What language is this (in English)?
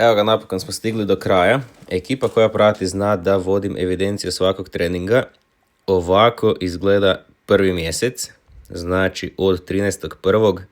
Macedonian